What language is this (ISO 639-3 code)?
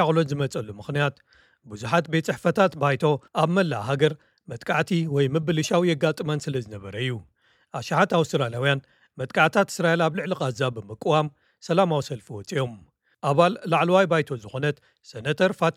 tir